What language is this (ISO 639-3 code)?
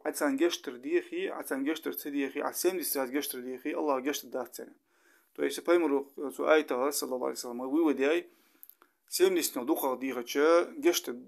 inh